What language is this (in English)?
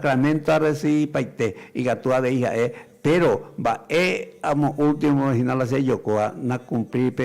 Guarani